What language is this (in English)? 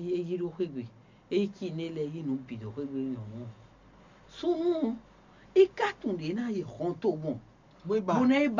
Fon